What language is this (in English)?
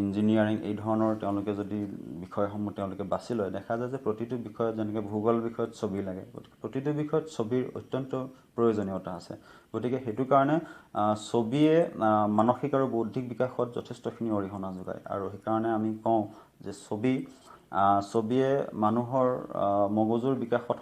Assamese